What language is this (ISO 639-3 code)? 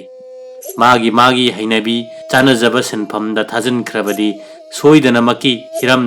mni